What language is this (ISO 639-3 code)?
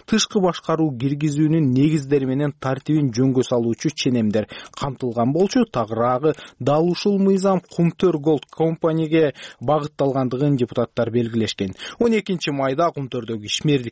kir